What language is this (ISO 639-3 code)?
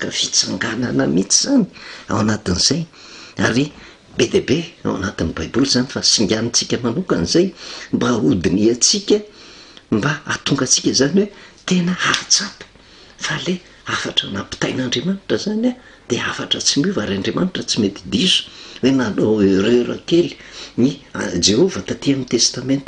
mlg